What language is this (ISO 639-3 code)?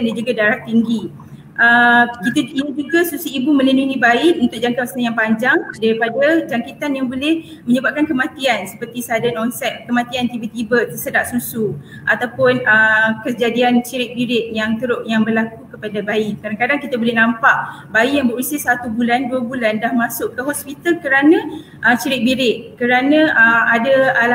msa